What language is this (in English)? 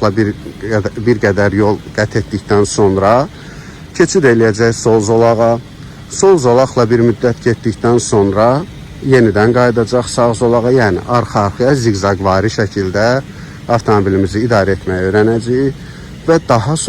Azerbaijani